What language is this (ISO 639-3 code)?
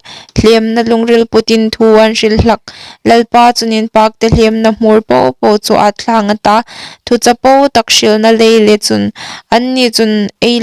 hmr